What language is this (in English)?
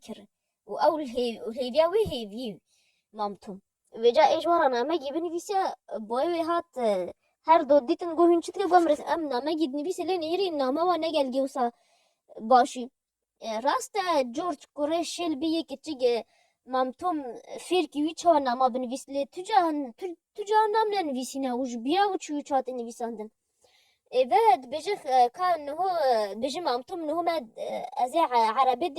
Kurdish